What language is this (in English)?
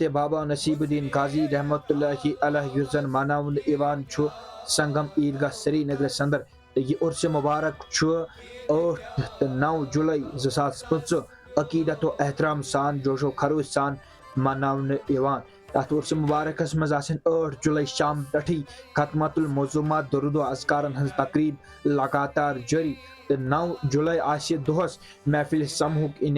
Kashmiri